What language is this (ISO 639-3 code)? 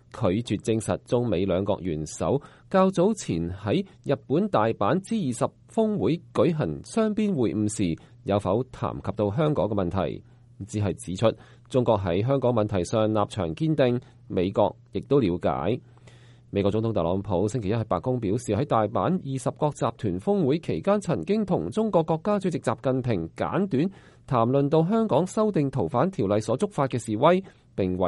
yue